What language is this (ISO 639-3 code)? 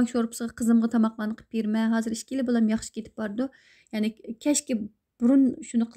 uig